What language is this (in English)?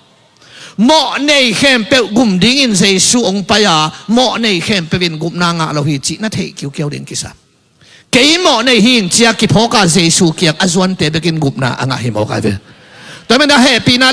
Tedim Chin